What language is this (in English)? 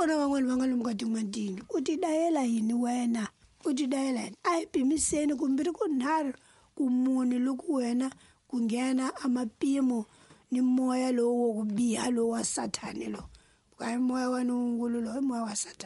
Tsonga